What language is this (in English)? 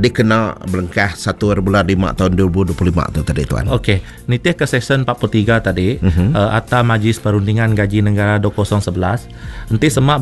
Iban